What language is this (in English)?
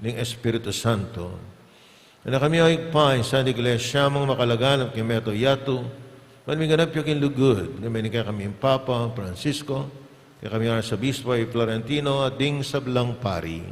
Pampanga